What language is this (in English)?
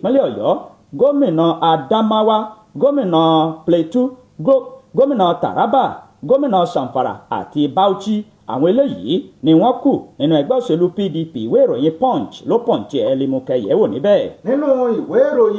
Yoruba